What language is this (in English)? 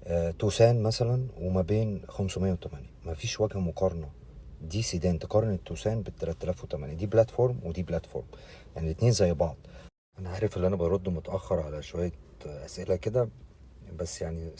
Egyptian Arabic